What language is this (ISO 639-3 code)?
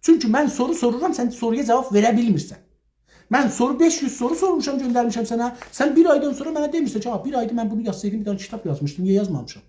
azb